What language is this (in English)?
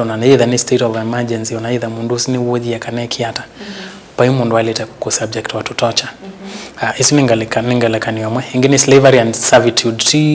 Kamba